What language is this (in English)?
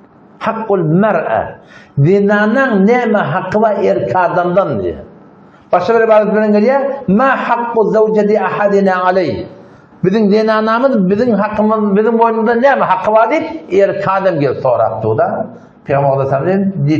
Turkmen